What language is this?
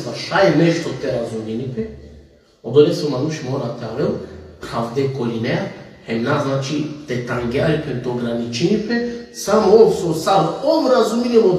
Balkan Romani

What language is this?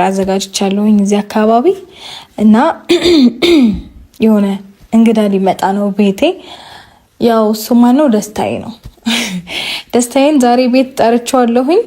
Amharic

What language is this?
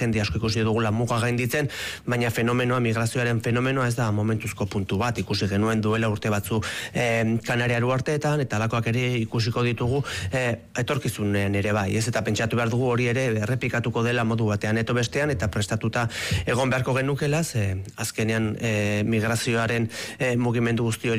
Basque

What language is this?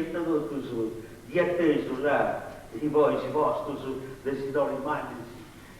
Sardinian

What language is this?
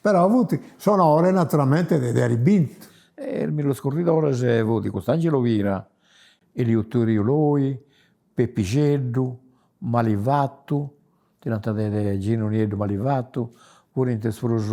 Sardinian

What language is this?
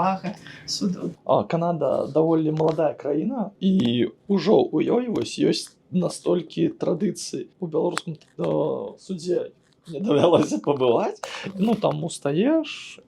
Belarusian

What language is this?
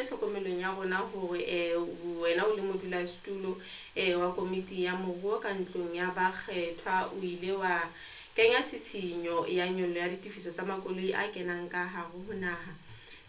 Southern Sotho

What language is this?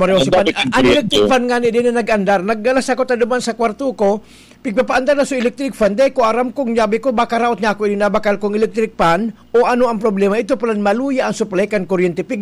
Bikol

